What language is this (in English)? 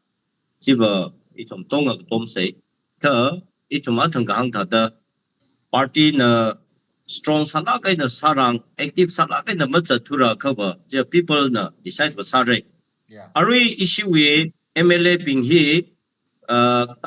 Tangkhul Naga (India)